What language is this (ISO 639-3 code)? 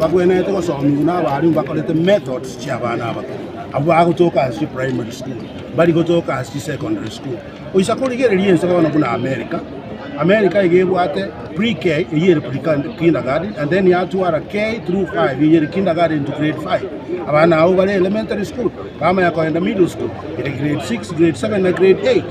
guz